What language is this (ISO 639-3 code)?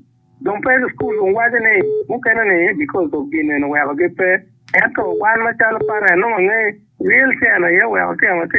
ach